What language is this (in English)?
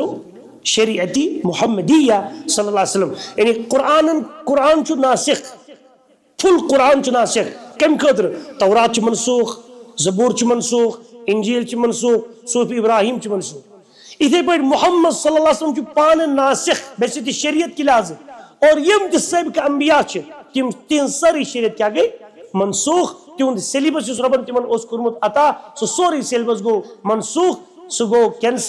Kashmiri